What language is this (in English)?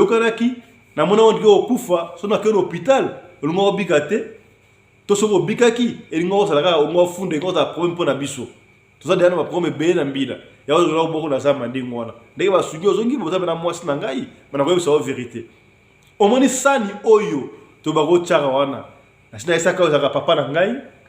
Lingala